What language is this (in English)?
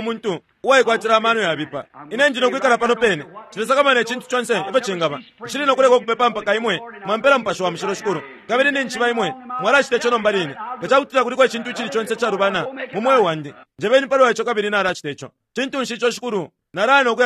Bemba